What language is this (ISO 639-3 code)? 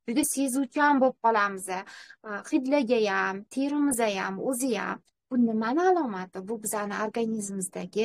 uzb